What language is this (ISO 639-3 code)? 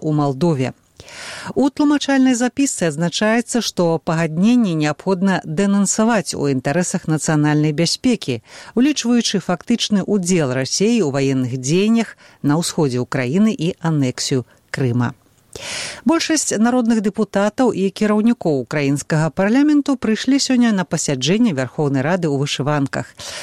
bel